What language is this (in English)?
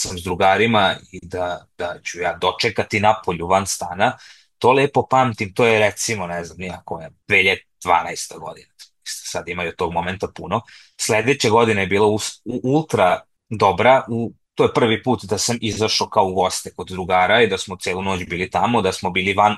Serbian